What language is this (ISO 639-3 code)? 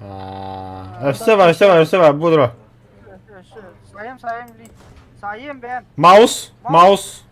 sah